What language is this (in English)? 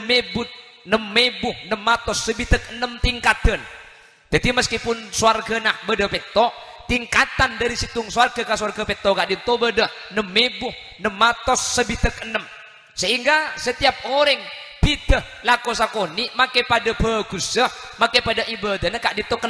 Madurese